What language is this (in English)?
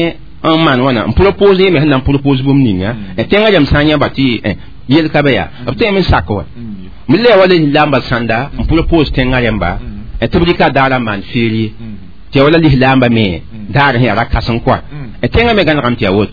Mossi